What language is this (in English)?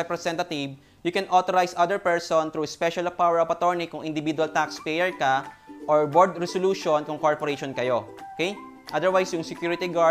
Filipino